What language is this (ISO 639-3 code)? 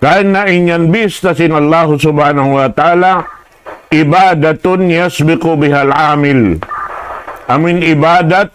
tsg